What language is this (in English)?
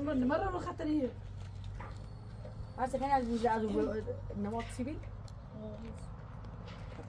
Persian